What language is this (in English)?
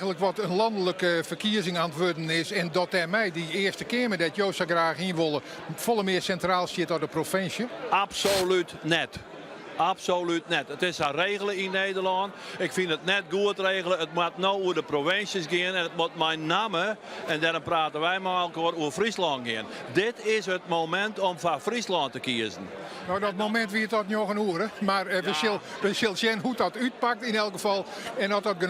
Western Frisian